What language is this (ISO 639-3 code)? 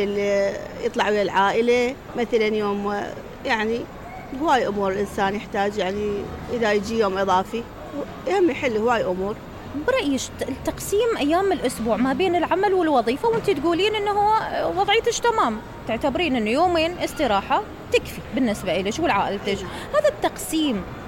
acm